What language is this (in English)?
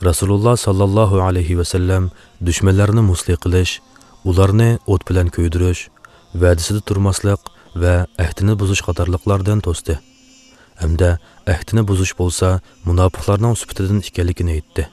Uyghur